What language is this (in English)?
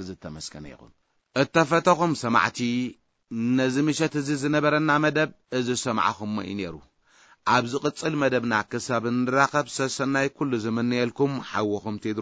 Tigrinya